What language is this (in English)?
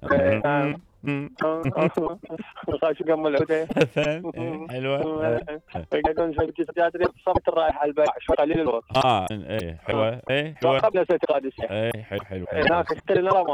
Mesopotamian Arabic